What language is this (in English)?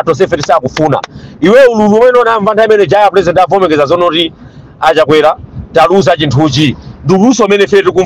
Nyanja